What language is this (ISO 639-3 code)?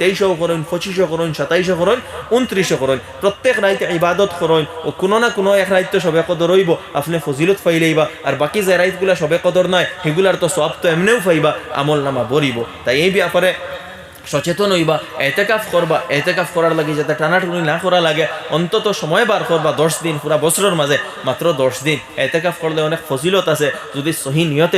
syl